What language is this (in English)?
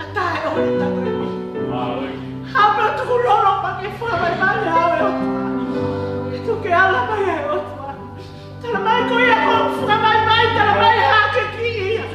Tongan